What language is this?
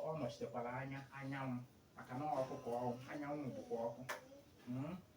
Igbo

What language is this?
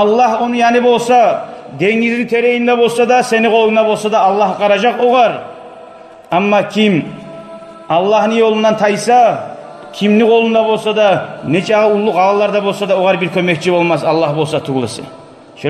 Kumyk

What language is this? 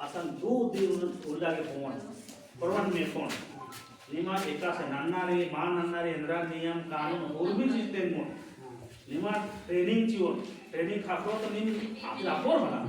Kurukh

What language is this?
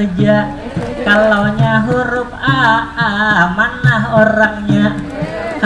Banjar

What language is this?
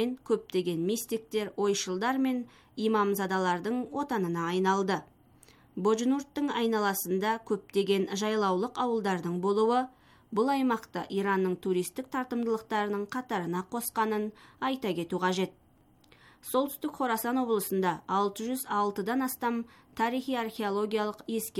Kazakh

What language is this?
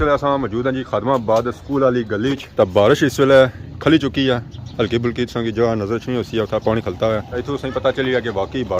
Pahari-Potwari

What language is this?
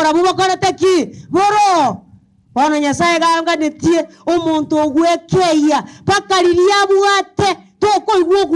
Gusii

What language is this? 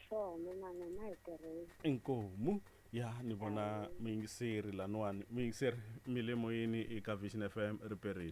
Tsonga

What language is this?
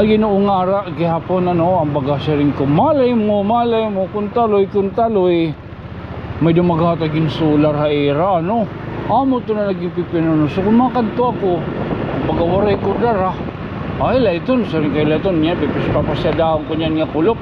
Waray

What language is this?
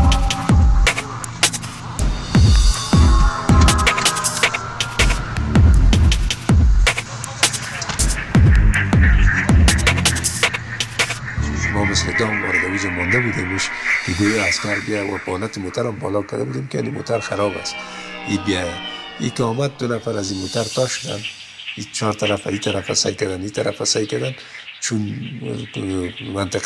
Persian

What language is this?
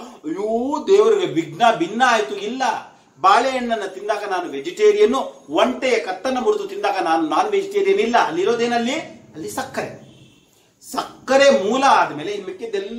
Kannada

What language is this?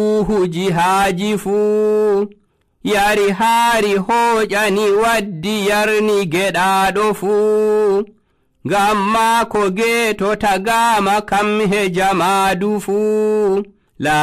Nigerian Fulfulde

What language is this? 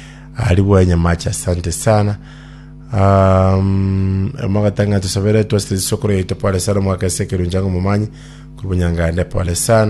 Gusii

